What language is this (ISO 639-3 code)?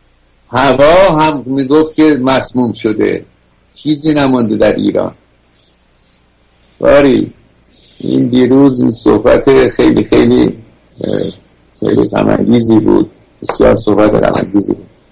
fas